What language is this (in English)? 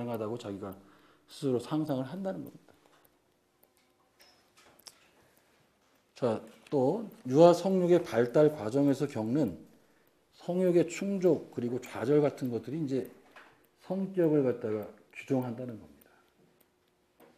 Korean